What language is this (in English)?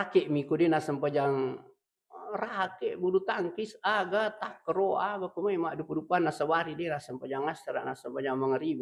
Buginese